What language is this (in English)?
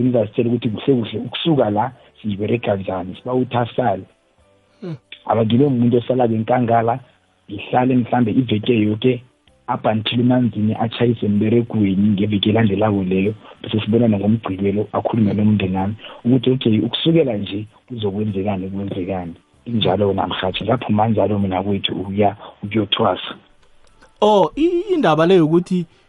South Ndebele